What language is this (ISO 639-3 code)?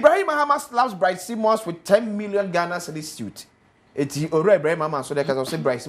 aka